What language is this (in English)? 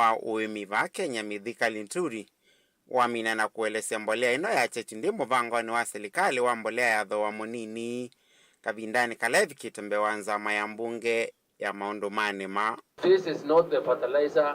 Kamba